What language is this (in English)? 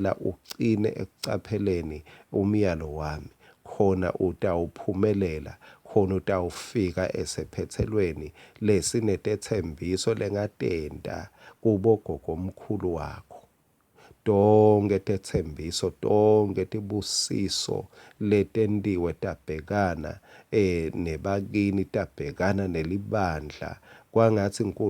Swati